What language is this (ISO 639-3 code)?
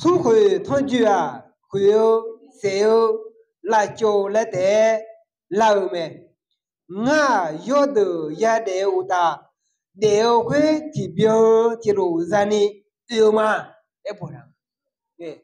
ahk